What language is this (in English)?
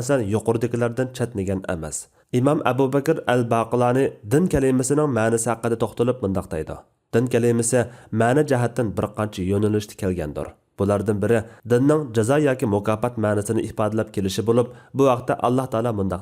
Uyghur